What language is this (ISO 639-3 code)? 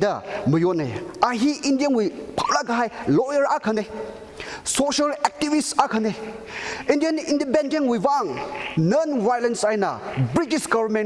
nmf